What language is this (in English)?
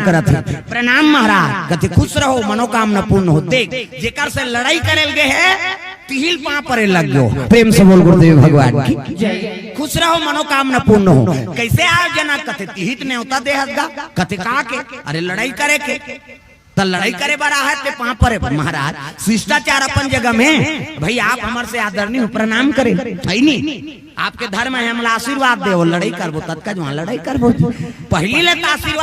Chhattisgarhi